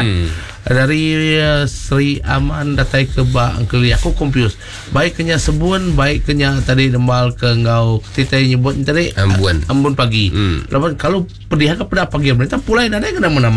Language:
Iban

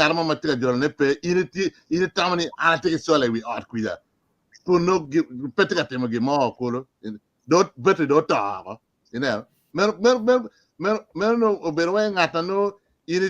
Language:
Acoli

